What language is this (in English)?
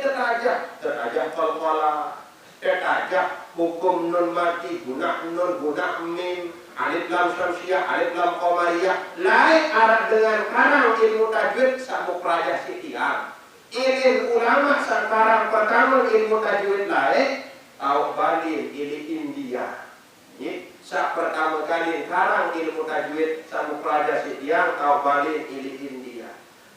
Sasak